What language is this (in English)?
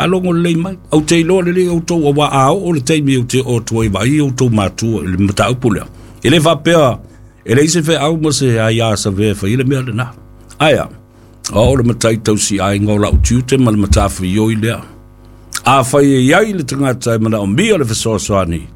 Samoan